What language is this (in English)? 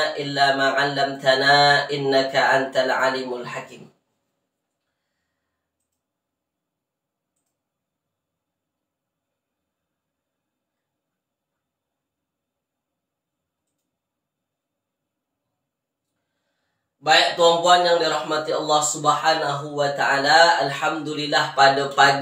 Malay